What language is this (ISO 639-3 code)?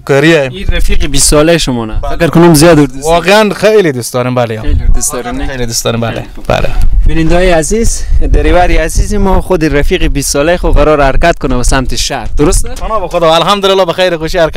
fas